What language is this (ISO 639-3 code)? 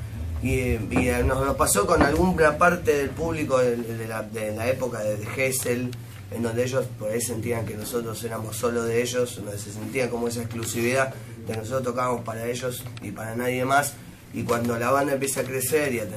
spa